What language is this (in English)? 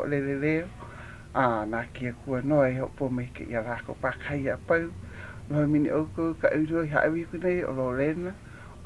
Hawaiian